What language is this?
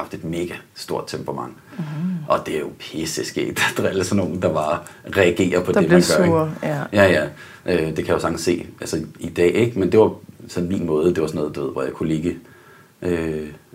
Danish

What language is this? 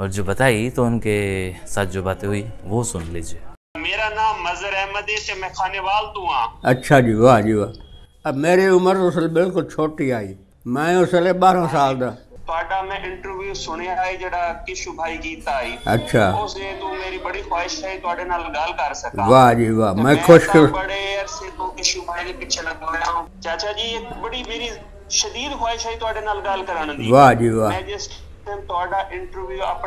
Saraiki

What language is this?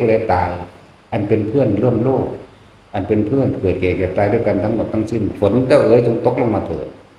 Northeastern Thai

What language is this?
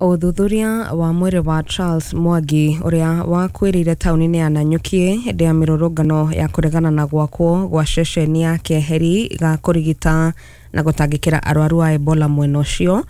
Kikuyu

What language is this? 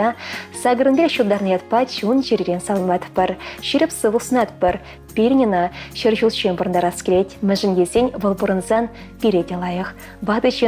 Chuvash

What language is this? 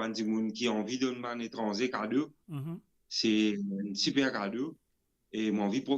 Morisyen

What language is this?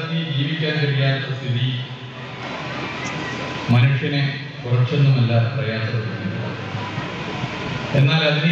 Malayalam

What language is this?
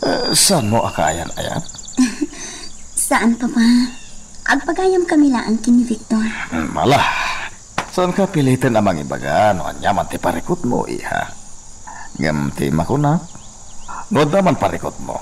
Iloko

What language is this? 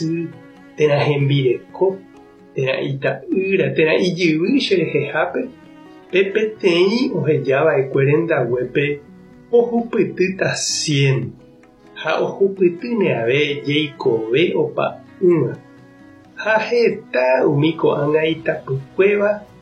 Guarani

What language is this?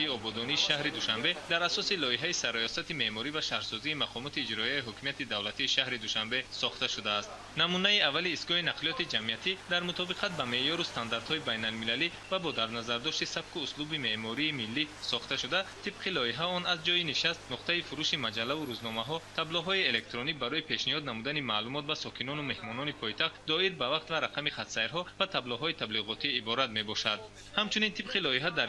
Tajik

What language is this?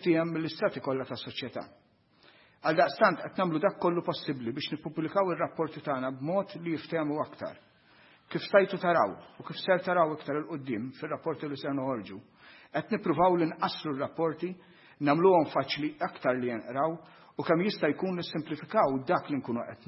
Maltese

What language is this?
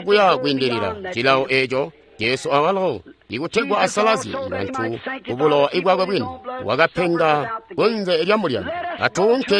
Tonga (Zambia)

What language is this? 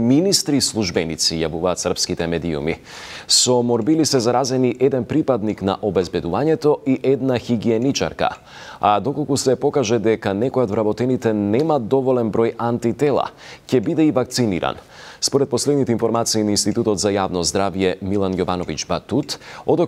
Macedonian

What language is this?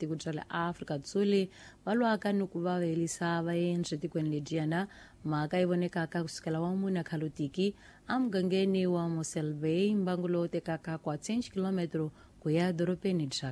Tsonga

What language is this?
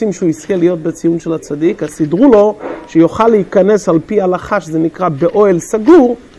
Hebrew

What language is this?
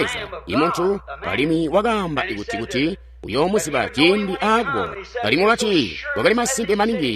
Tonga (Zambia)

